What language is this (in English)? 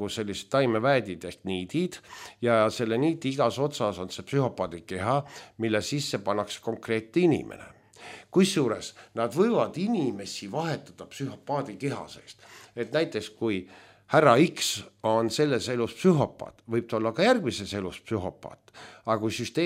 Estonian